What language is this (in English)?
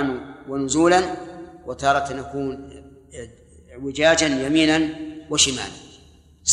Arabic